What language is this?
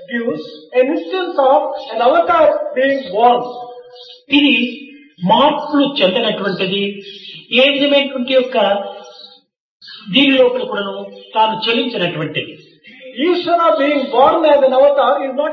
Telugu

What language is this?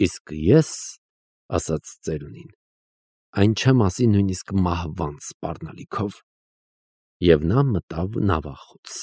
Armenian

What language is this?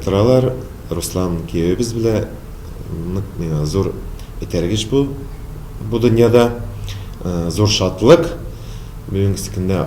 Tatar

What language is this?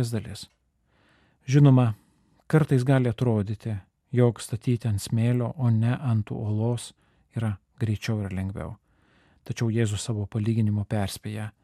Lithuanian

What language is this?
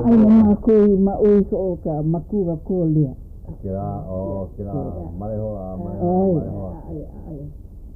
Hawaiian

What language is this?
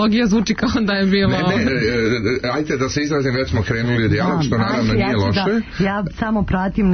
Serbian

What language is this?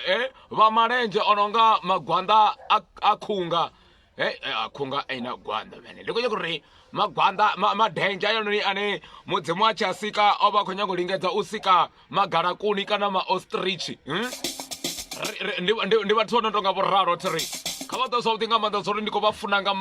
Venda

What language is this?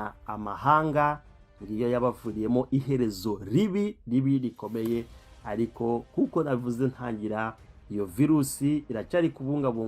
Kinyarwanda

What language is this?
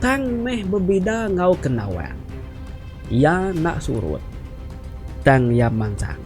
Iban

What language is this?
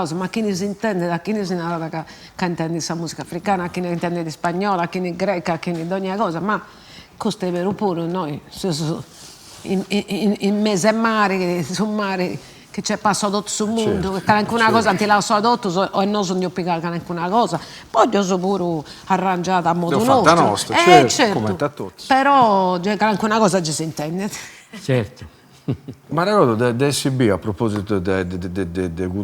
Sardinian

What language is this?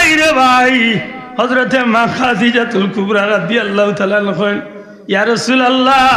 Sylheti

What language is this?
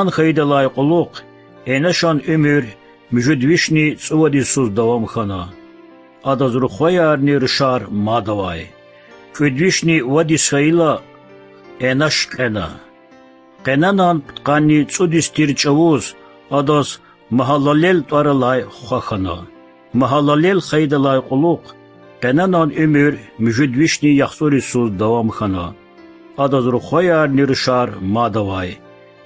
Lezghian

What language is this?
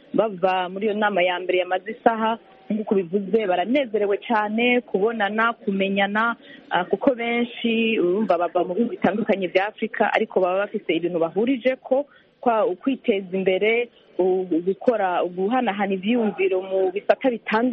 Kinyarwanda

